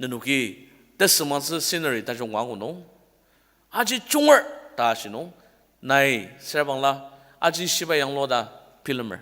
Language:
Ao Naga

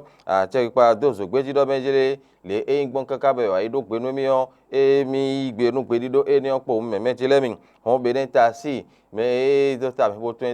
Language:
Fon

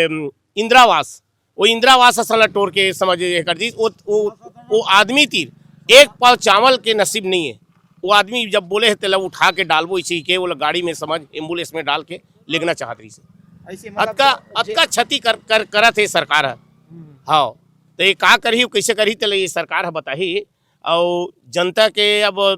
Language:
Chhattisgarhi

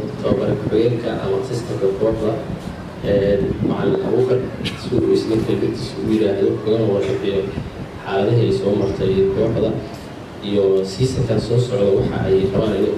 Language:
Somali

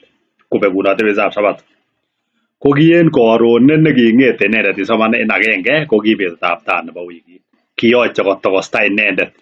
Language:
Kalenjin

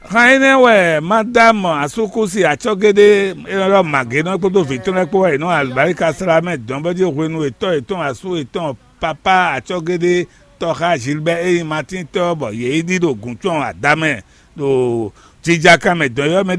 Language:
Fon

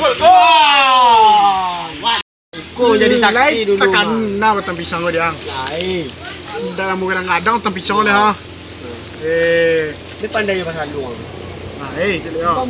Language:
Minangkabau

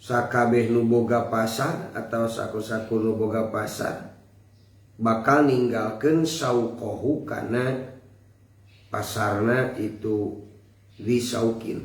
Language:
Sundanese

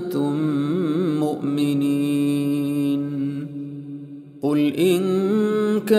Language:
Arabic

